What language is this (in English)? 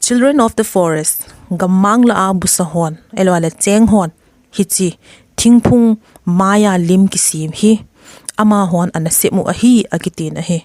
Thado Chin